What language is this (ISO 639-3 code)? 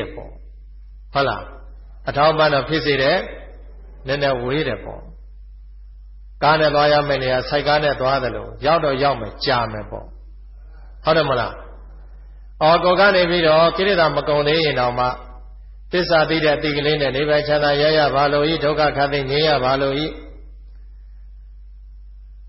mya